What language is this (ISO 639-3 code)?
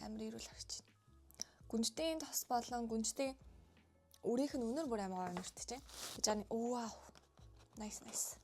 mon